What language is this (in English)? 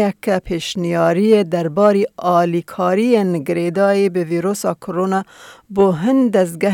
Kurdish